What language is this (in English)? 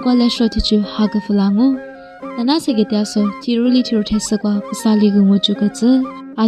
Lisu